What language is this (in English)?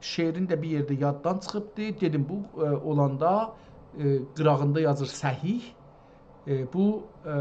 South Azerbaijani